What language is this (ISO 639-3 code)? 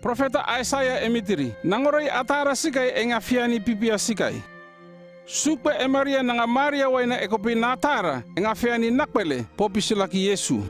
llp